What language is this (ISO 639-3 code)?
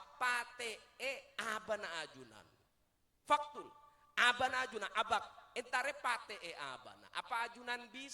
mad